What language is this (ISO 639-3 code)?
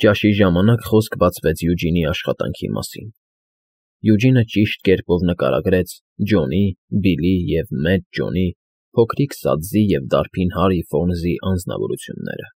hye